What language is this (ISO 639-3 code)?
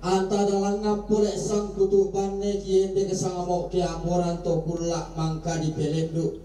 sda